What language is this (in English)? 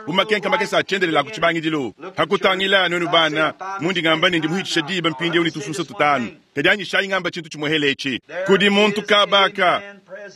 Luba-Lulua